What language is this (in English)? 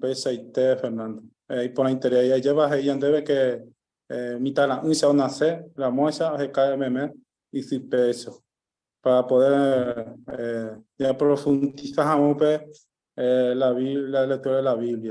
Guarani